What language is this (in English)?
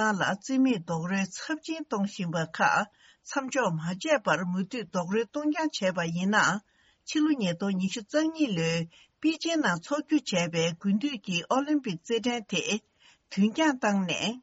Tibetan